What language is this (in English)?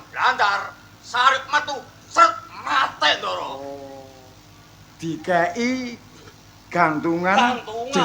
Javanese